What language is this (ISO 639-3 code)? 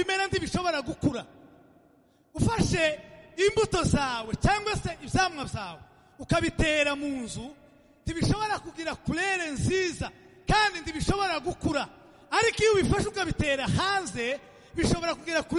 kin